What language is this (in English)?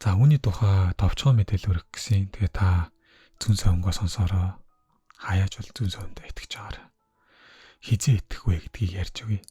Mongolian